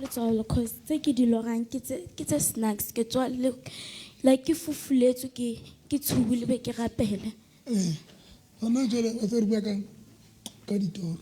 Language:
Southern Sotho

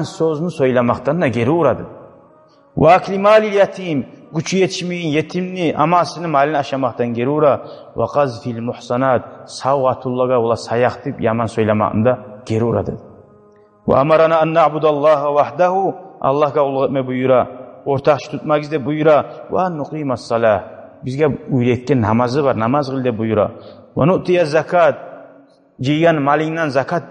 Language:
Kumyk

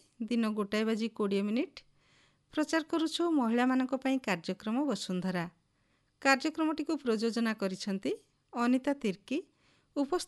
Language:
Odia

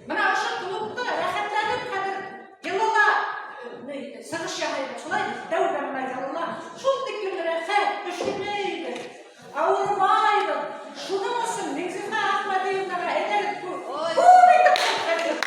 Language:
Bashkir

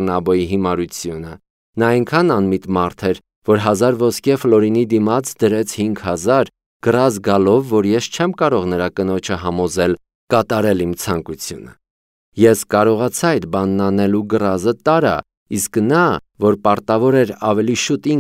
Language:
Armenian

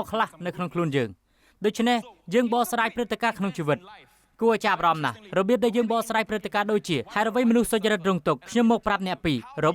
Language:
Khmer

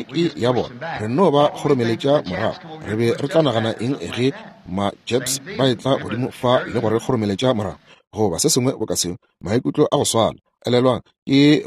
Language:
Northern Sotho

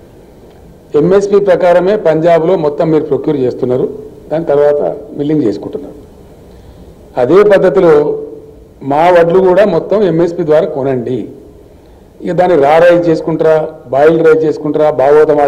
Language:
Telugu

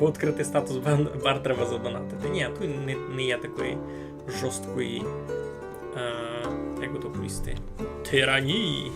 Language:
Rusyn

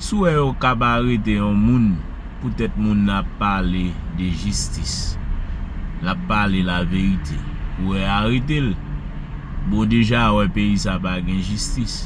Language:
Haitian Creole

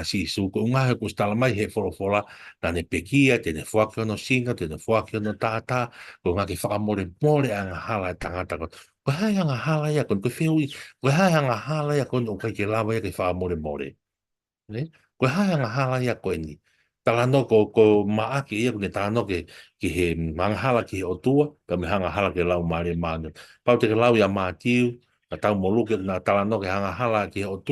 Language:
Tongan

